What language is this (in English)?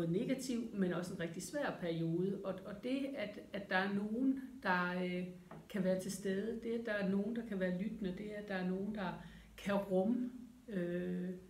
Danish